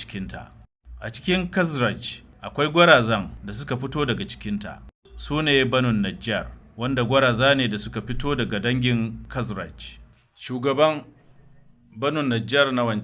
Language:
Hausa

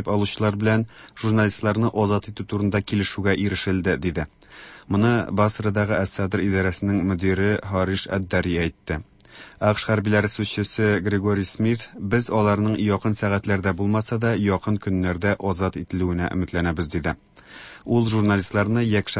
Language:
Tatar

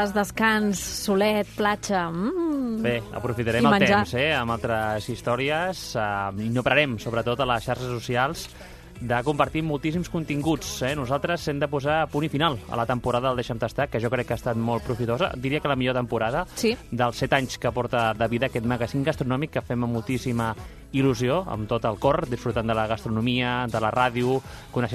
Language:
Catalan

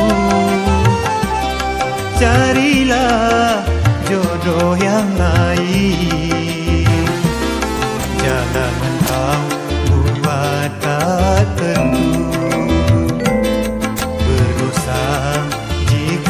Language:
Malay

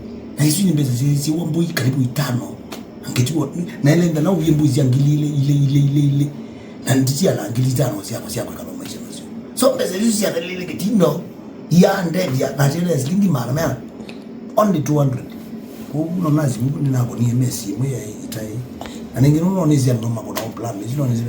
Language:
Kamba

